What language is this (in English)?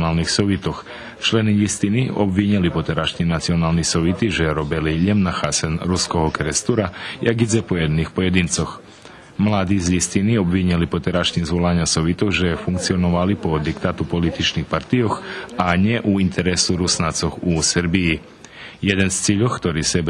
Rusyn